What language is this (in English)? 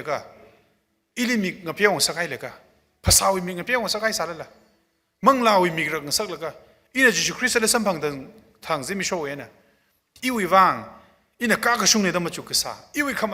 Tangkhul Naga (India)